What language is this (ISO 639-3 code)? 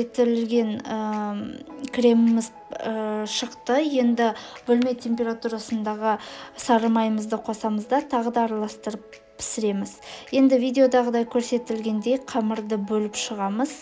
kaz